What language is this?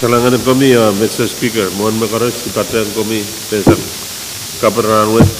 Pohnpeian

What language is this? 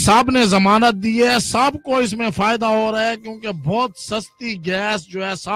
Urdu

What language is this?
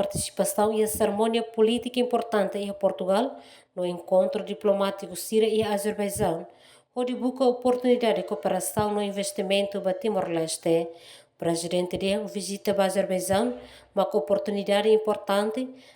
Tetum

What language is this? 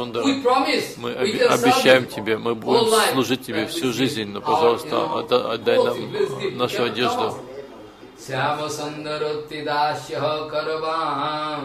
Russian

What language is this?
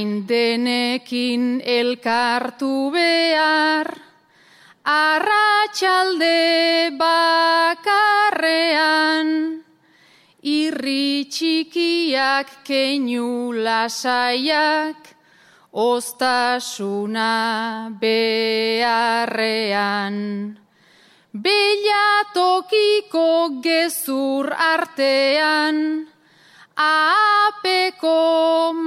Basque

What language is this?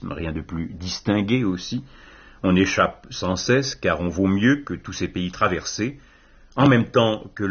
French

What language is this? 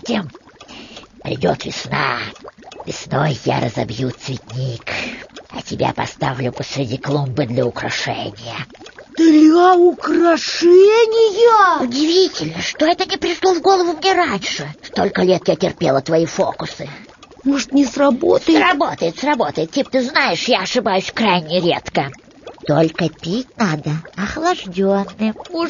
Russian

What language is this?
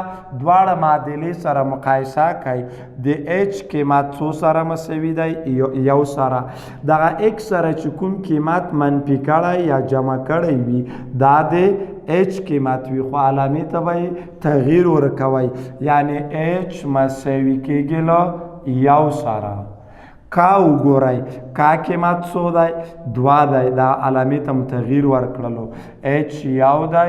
Pashto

